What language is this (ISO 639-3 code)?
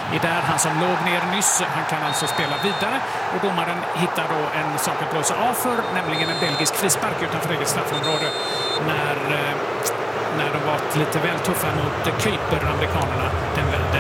swe